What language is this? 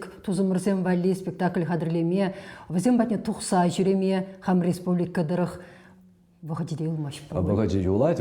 Chuvash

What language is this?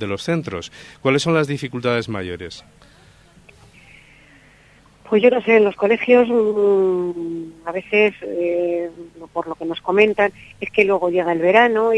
Spanish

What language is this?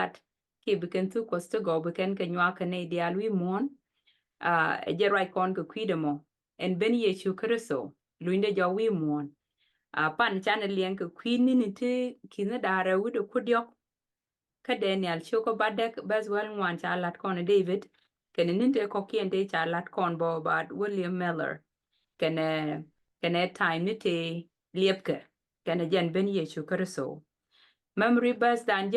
Nuer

